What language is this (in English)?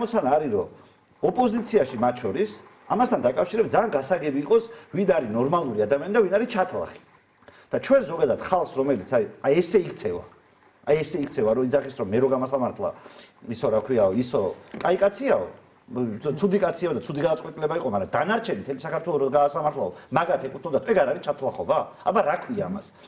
Georgian